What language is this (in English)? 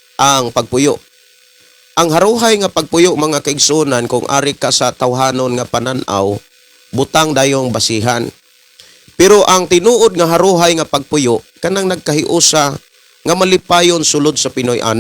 Cebuano